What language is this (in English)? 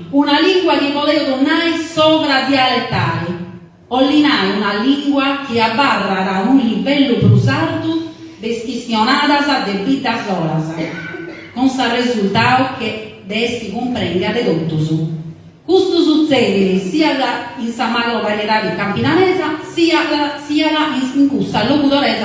Sardinian